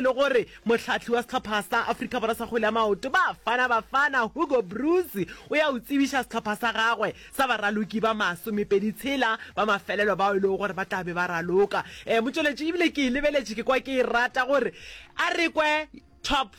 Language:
Northern Sotho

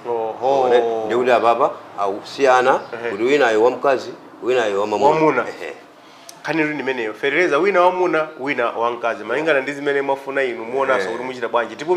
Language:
Nyanja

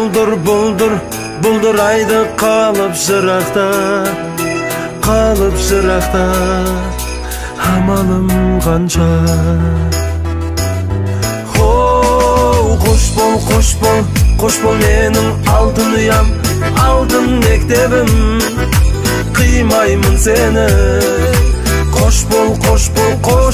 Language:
Kazakh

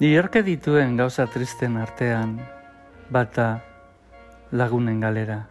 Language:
Basque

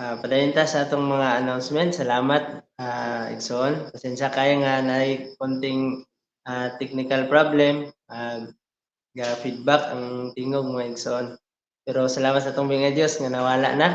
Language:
Cebuano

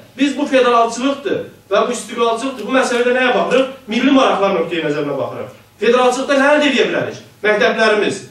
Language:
South Azerbaijani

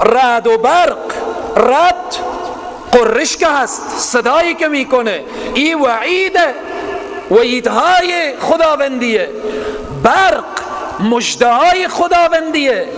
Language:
Persian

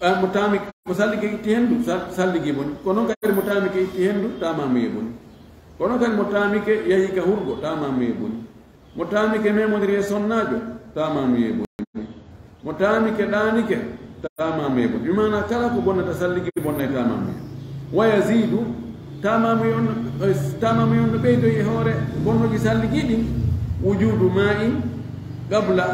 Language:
Fula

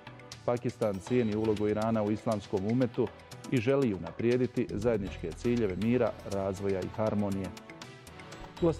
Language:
Bosnian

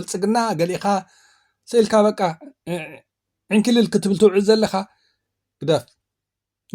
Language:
Tigrinya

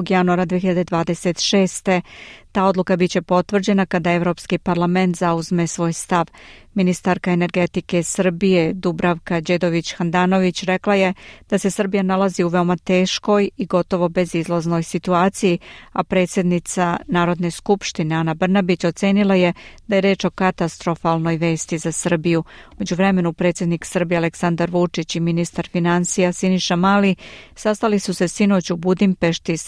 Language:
Serbian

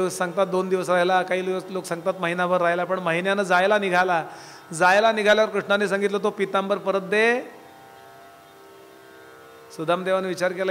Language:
Marathi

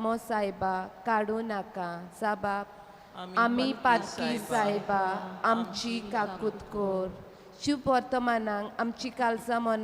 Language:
Konkani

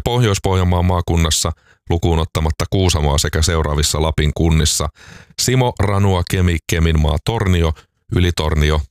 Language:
Finnish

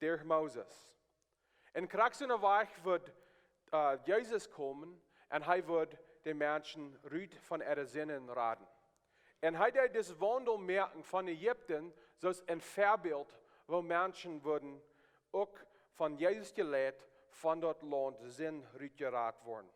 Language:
Plautdietsch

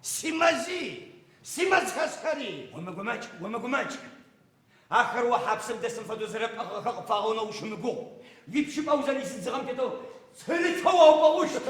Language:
Adyghe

